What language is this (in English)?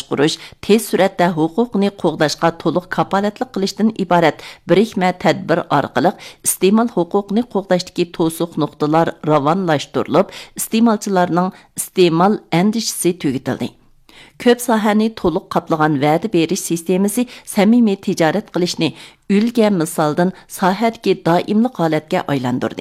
Uyghur